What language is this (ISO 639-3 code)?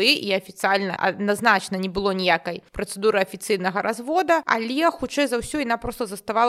bel